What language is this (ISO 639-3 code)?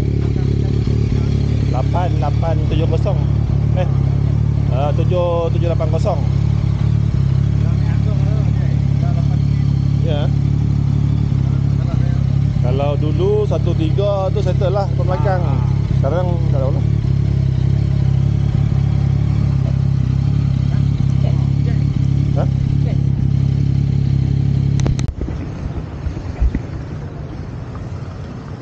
msa